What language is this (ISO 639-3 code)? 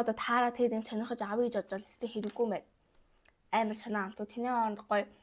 mon